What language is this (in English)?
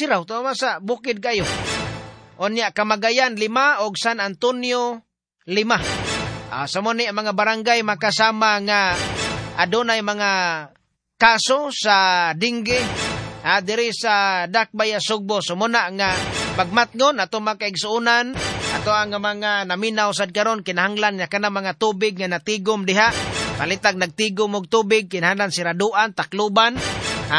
Cebuano